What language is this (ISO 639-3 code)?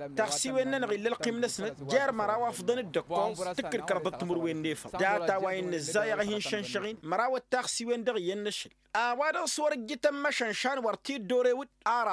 taq